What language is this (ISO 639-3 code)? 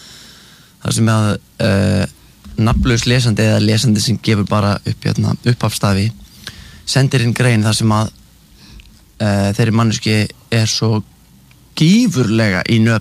isl